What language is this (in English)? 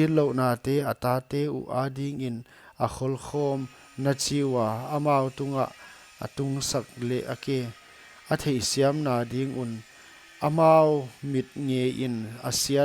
Paite Chin